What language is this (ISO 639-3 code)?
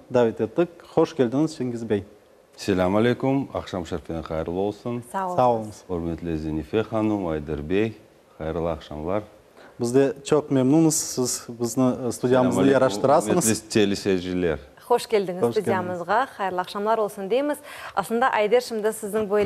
crh